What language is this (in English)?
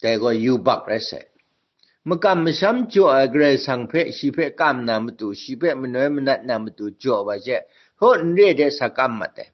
Kachin